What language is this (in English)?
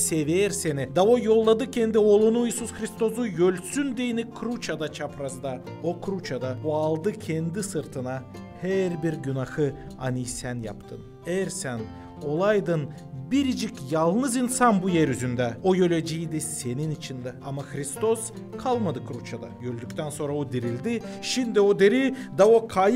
Gagauz